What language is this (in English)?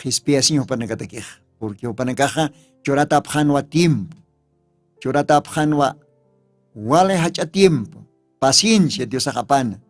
Aymara